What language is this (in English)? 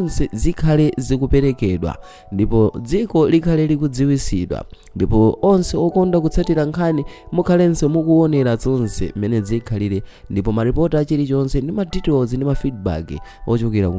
Nyanja